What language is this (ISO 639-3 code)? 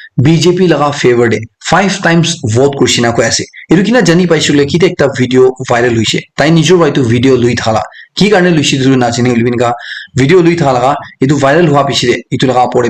nag